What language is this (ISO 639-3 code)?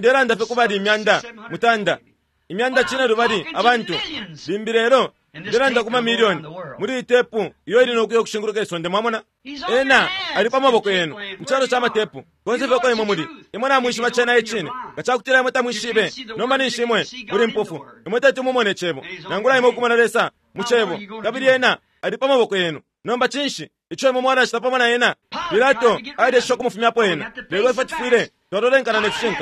bem